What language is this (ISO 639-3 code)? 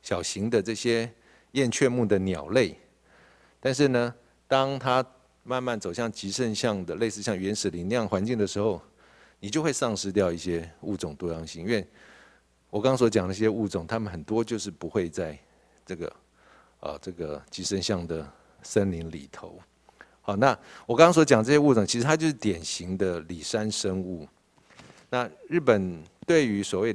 zho